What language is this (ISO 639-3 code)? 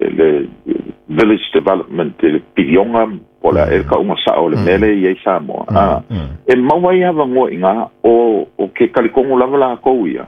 smo